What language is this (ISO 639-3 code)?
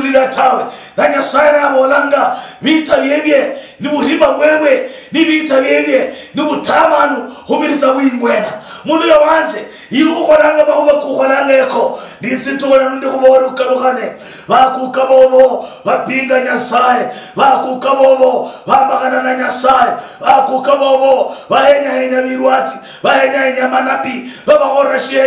luy